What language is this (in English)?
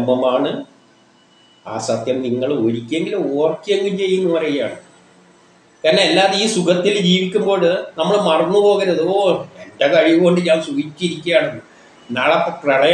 Malayalam